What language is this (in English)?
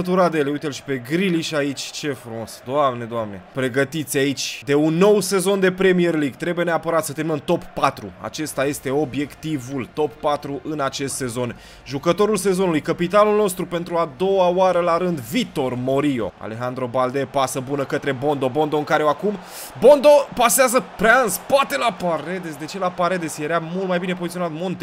Romanian